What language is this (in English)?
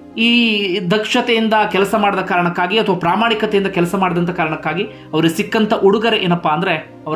Kannada